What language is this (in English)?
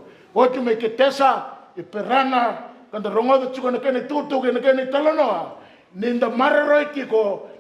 Fijian